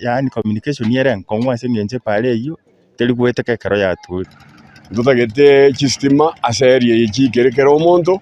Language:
Gusii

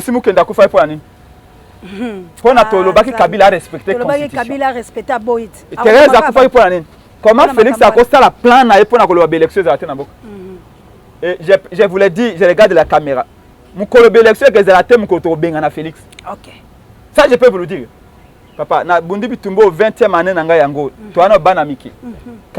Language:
Lingala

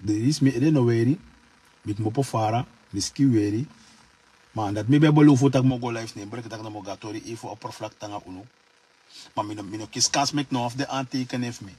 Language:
Sranan Tongo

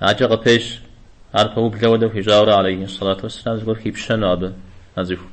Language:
Kabardian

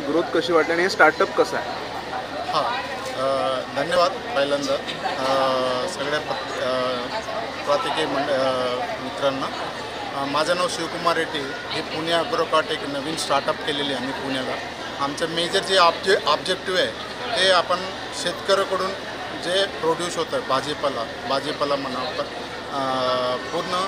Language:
Marathi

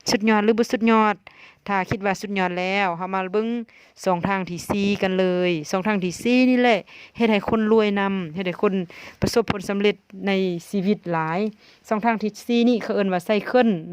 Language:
Lao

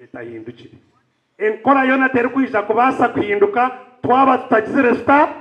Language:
Nyankole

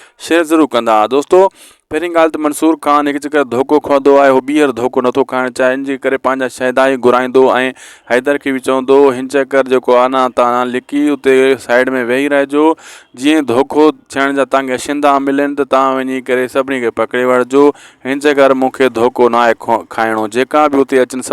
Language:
Sindhi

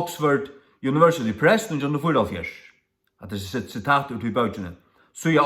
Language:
Faroese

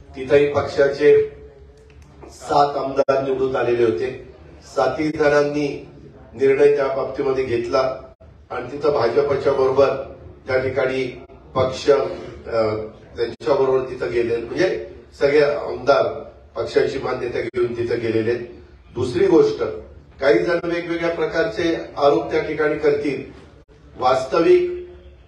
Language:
Marathi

